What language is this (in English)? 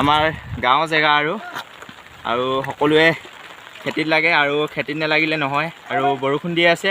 Assamese